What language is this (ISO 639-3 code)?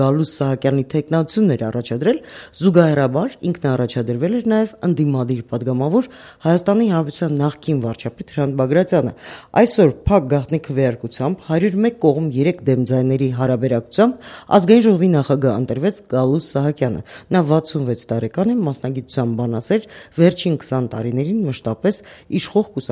hye